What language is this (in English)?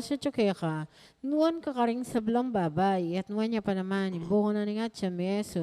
Pampanga